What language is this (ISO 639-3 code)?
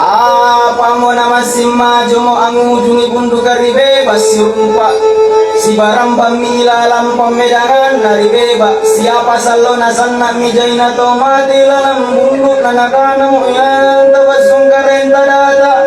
mak